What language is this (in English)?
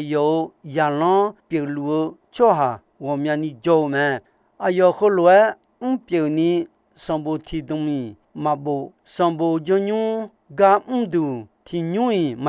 Akha